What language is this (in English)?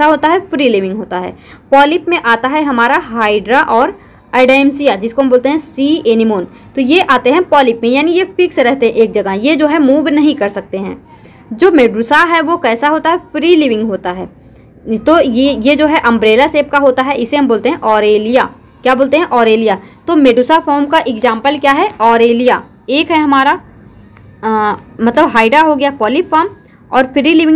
Hindi